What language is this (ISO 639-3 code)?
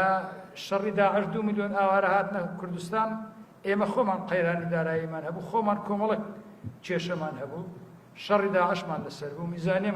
ckb